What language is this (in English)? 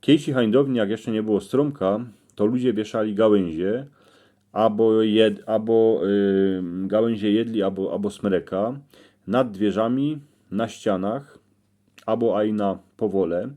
Silesian